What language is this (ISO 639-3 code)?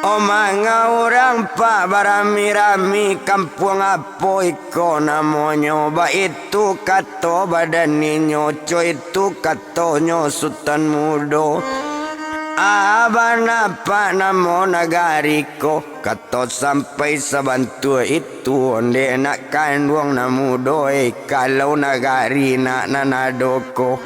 min